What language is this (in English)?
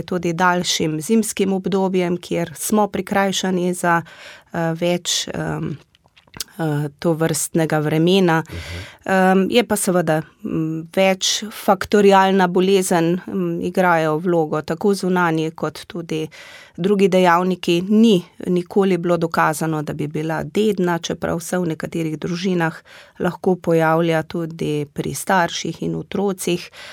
Slovenian